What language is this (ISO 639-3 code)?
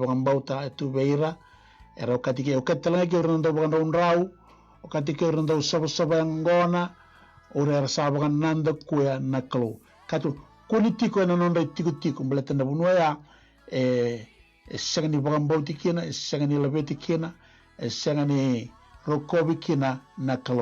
fij